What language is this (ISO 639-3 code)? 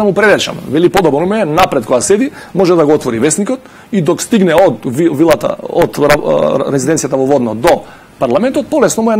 mkd